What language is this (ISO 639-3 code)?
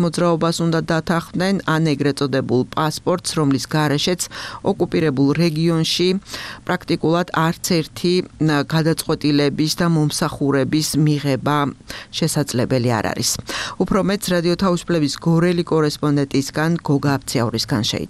kat